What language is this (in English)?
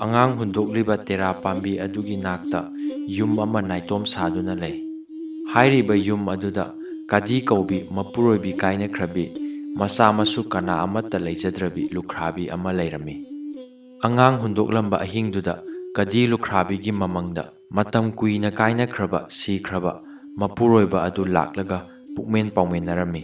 Manipuri